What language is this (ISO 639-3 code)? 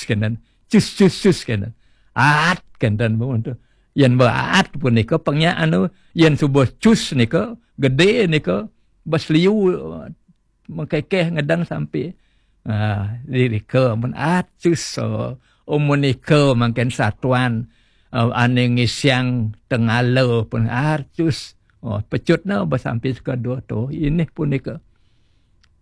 ban